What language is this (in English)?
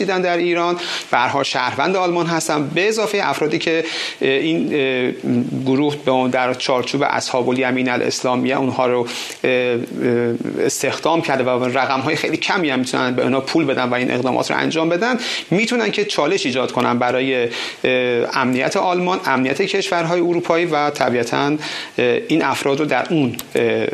Persian